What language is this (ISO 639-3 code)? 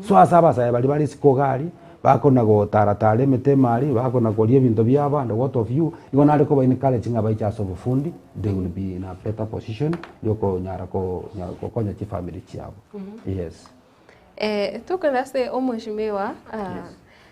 guz